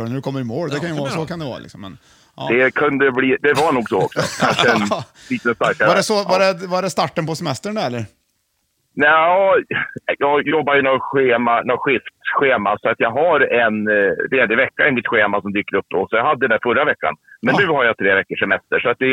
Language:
Swedish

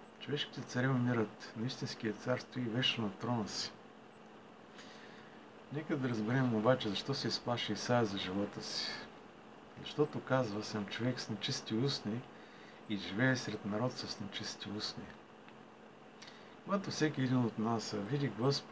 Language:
Bulgarian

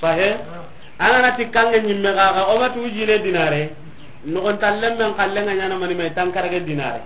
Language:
Soninke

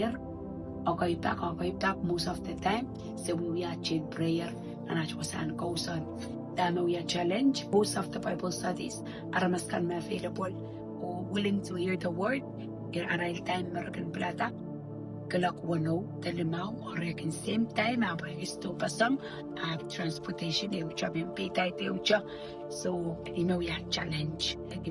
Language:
Pohnpeian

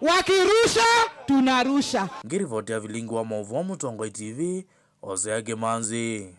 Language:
Kamba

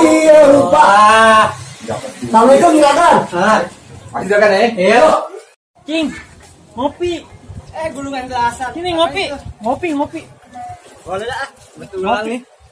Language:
Betawi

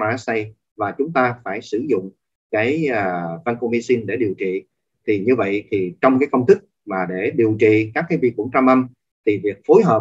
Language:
Vietnamese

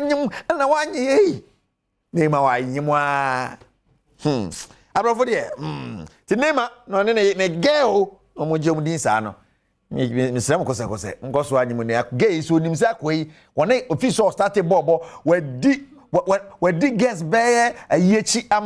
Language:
Akan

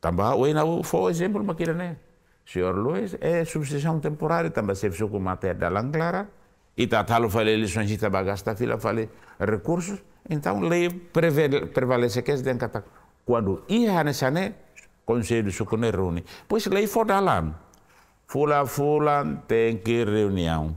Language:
Tetum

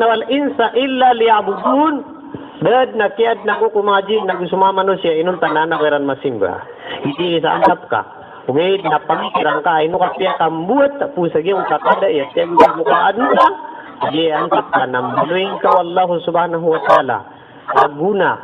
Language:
Maranao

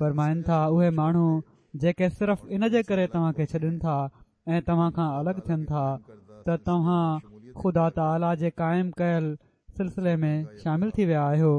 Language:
Sindhi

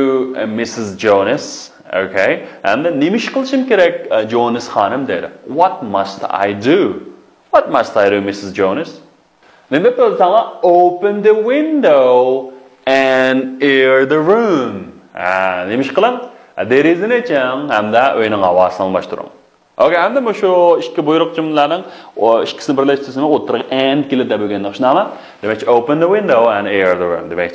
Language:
Uyghur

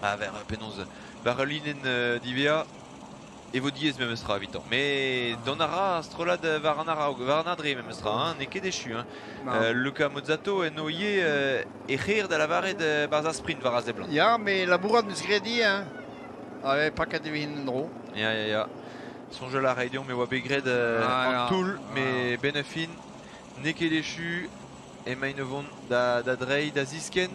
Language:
Breton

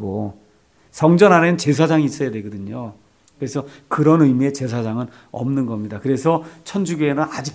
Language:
Korean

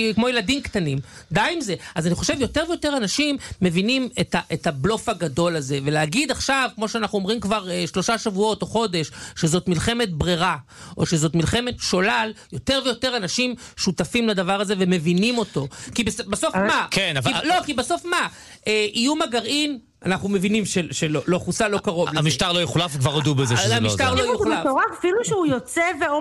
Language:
Hebrew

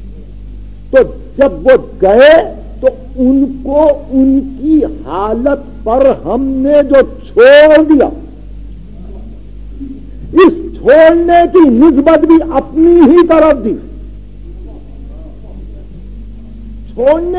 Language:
Urdu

